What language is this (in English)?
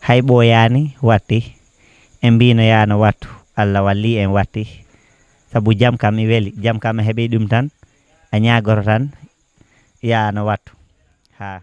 Fula